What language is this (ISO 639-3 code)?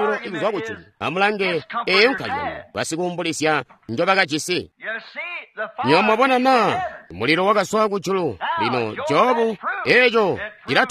toi